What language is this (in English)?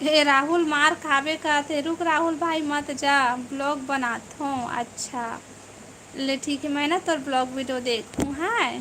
Chhattisgarhi